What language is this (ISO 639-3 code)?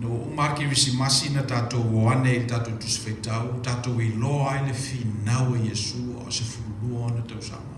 smo